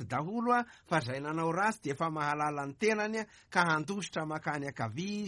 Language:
Malagasy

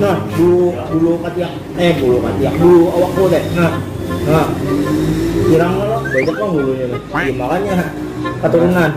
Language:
Banjar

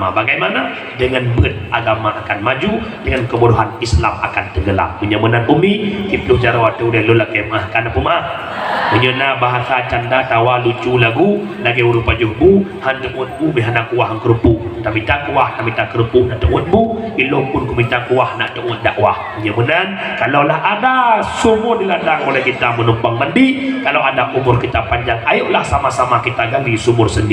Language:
Achinese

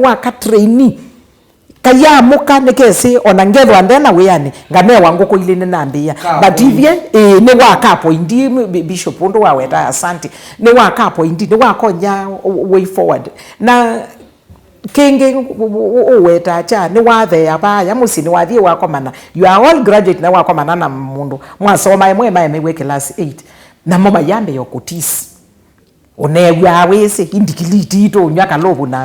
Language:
Kamba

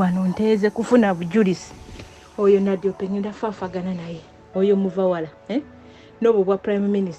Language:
Ganda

